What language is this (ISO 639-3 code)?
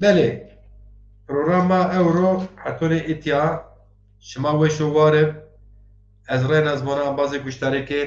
zza